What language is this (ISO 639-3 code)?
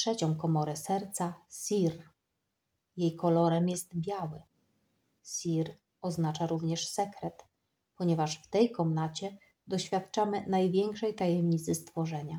pol